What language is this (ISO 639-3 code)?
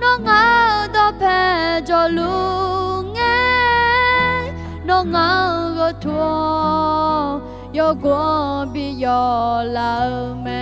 ahk